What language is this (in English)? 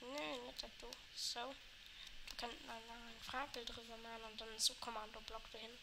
Luxembourgish